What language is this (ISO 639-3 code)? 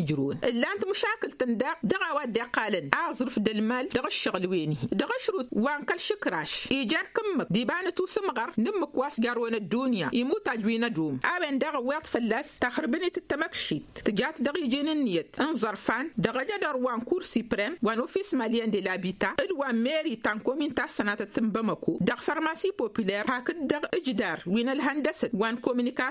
taq